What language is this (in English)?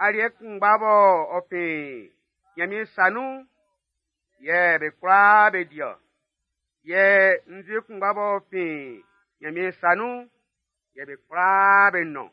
Baoulé